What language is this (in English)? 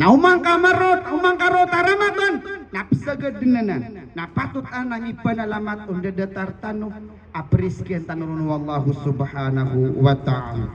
Maranao